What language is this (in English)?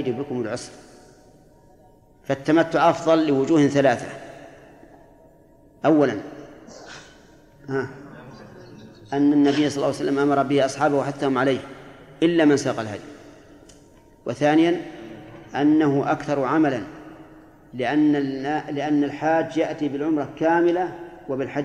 Arabic